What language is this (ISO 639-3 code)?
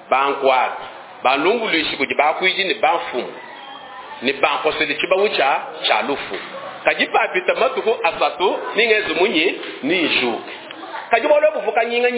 lua